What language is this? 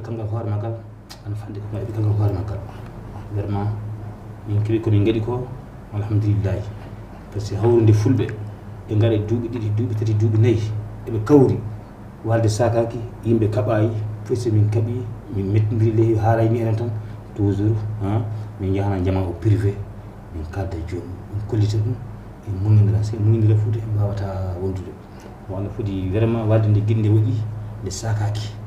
Fula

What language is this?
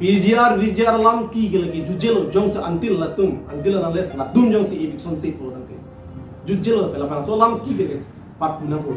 Karbi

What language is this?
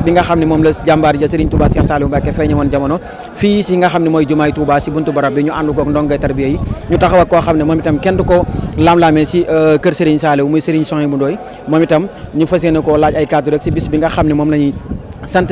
Wolof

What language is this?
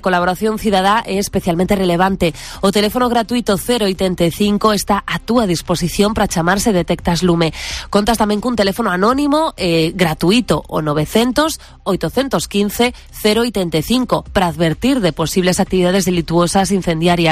Galician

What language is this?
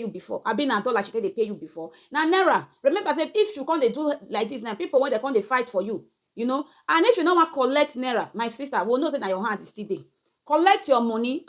Nigerian Pidgin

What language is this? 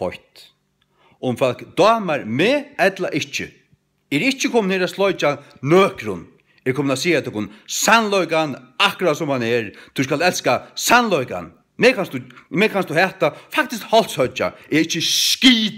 Faroese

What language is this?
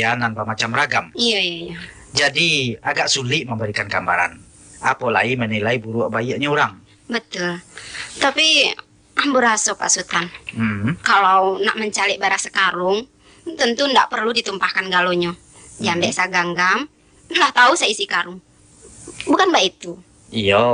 Minangkabau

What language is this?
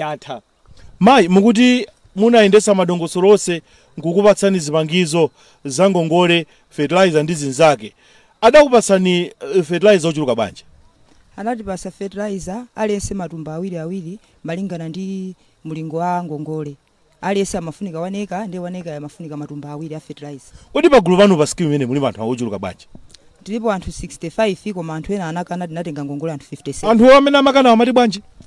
Nyanja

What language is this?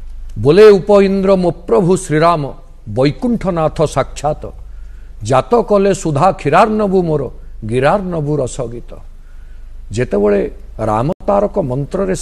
Odia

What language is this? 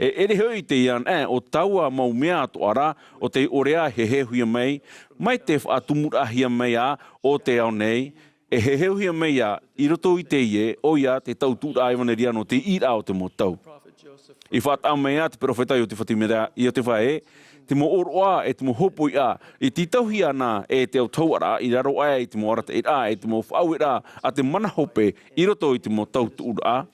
Tahitian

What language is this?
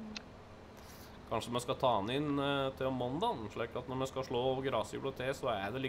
Norwegian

